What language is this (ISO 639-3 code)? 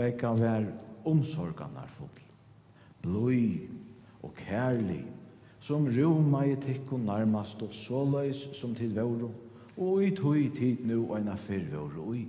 fao